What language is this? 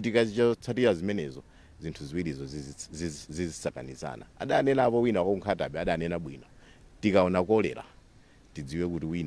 Nyanja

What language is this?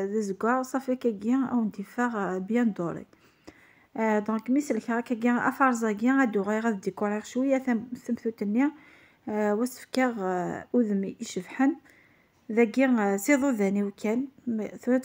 Kabyle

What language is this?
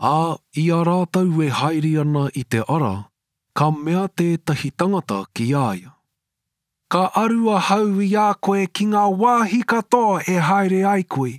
Māori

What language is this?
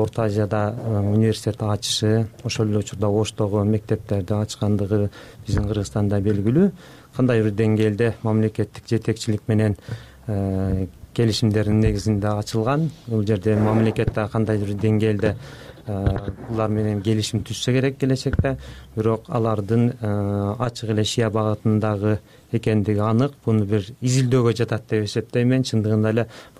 Kyrgyz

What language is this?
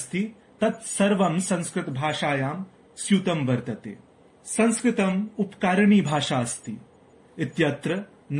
Sanskrit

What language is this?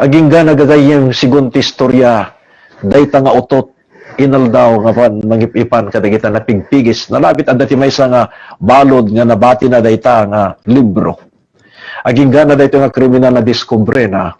Iloko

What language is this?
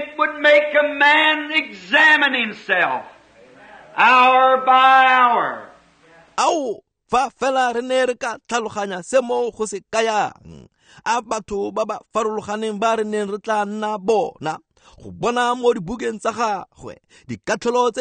Tswana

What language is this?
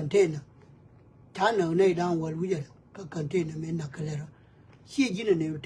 Nuer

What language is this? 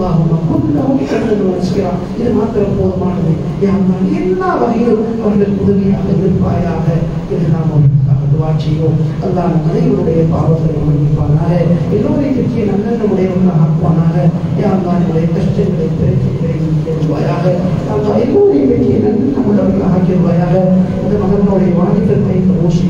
Tamil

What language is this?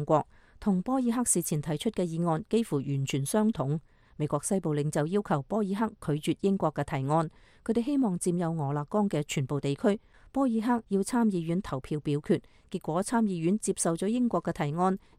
Cantonese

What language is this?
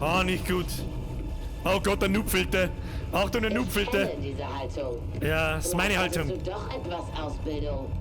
Bavarian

